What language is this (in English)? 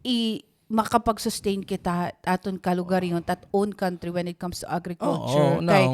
Waray